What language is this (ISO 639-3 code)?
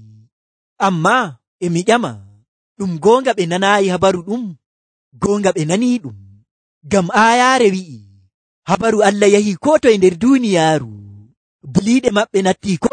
fuv